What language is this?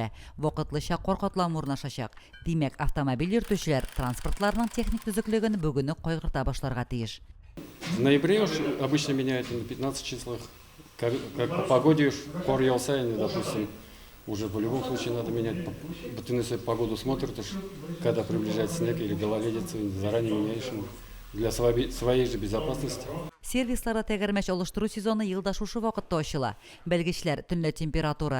Tatar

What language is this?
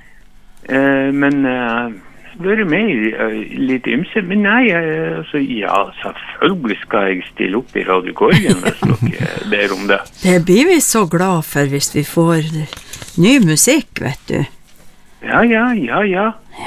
Norwegian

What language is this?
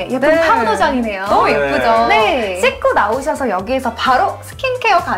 Korean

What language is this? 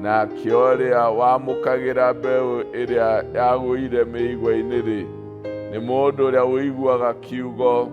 Kikuyu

